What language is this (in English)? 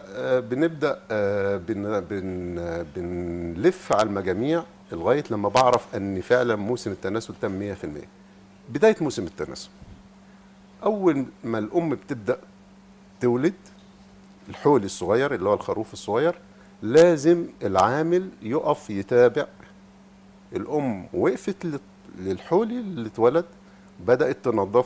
Egyptian Arabic